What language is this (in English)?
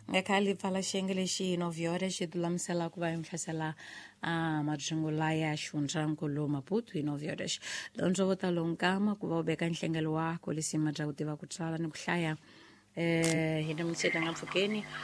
Tsonga